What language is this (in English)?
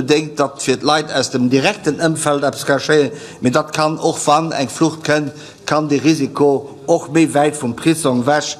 Luxembourgish